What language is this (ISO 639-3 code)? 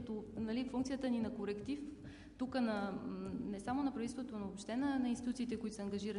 bul